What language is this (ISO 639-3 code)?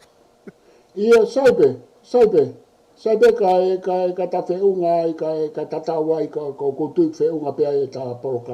ton